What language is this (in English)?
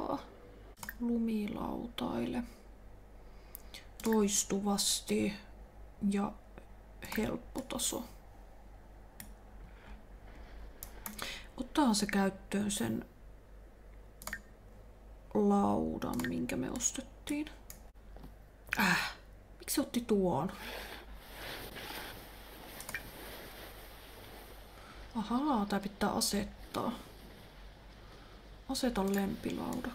Finnish